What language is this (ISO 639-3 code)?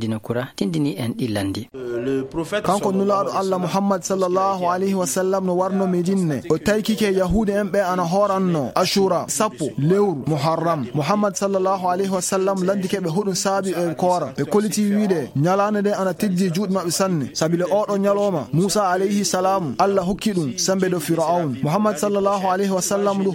ful